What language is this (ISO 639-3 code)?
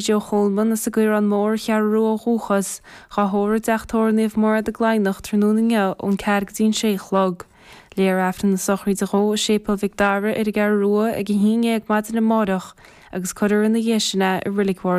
gle